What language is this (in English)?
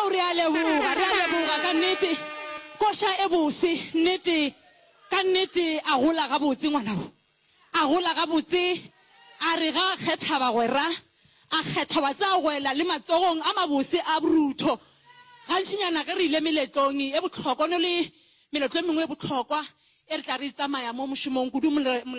Northern Sotho